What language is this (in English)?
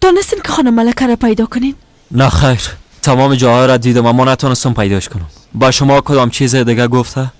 Persian